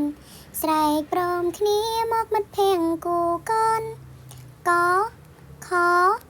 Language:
Khmer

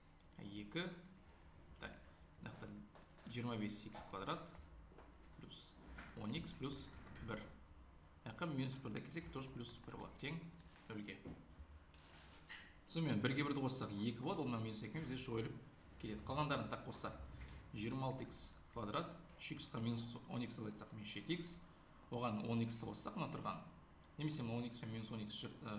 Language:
Kazakh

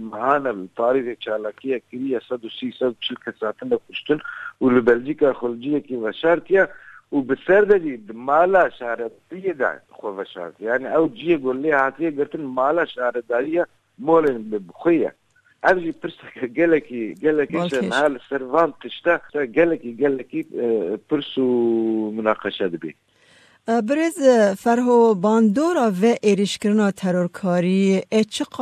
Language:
Kurdish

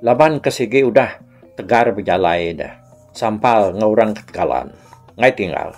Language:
Iban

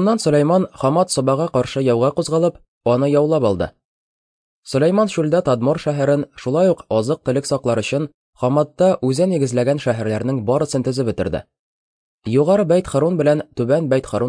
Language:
Tatar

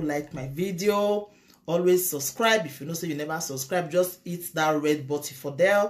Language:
Nigerian Pidgin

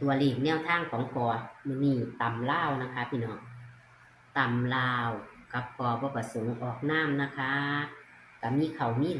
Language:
Northeastern Thai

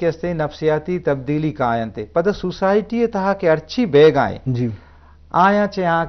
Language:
Eastern Balochi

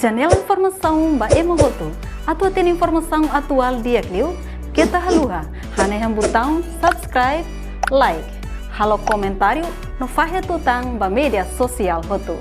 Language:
Tetum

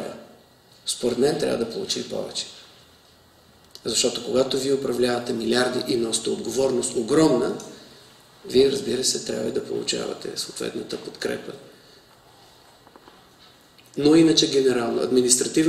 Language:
Bulgarian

